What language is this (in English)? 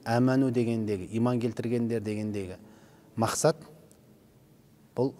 Kazakh